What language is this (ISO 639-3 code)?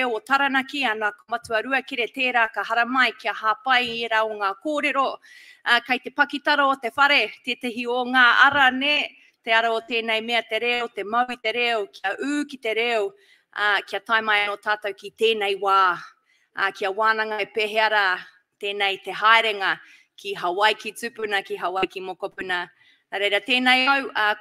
mri